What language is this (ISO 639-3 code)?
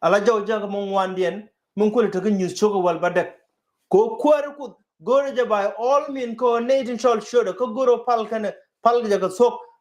nus